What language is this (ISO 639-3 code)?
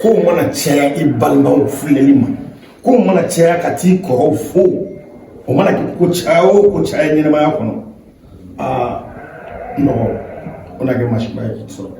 bam